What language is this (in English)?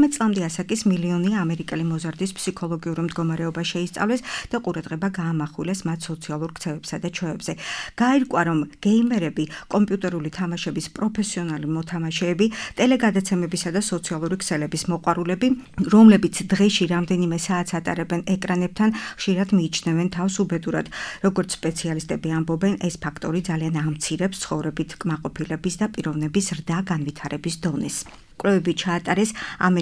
Georgian